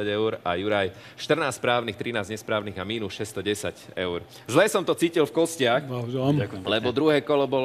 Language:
Slovak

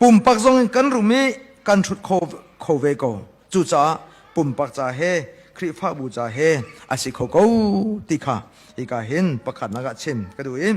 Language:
Hakha Chin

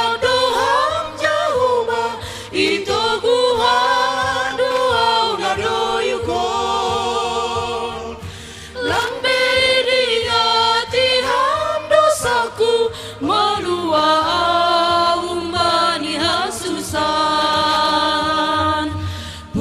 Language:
Batak Simalungun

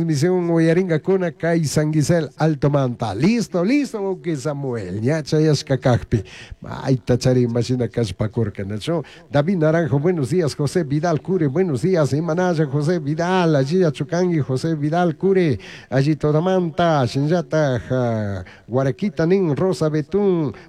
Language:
Chimborazo Highland Quichua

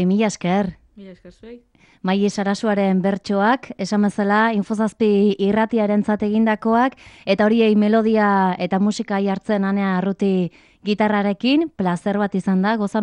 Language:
Basque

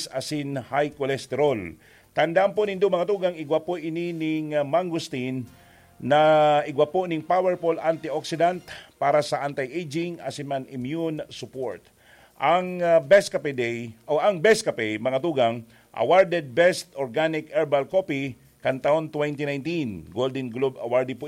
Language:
Bikol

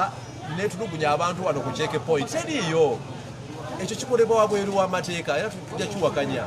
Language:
Ganda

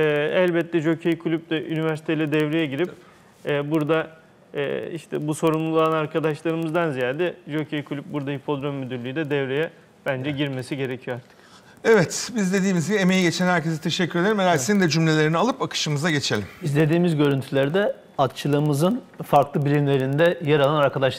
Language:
Turkish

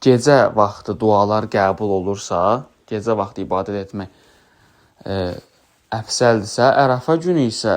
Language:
Azerbaijani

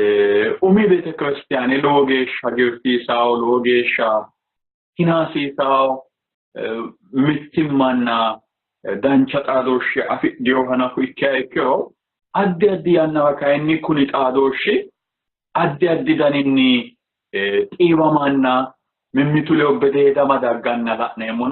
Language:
Sidamo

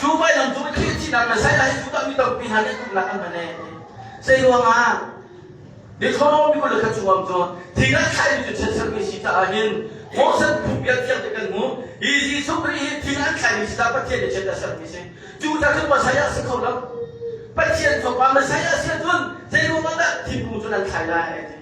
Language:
Hakha Chin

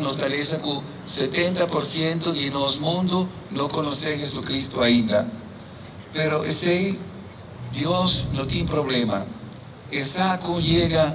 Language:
Papiamento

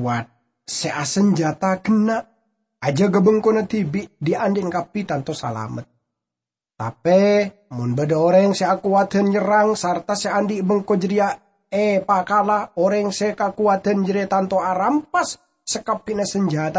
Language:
Madurese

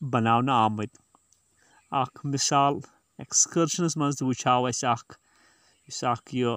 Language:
Kashmiri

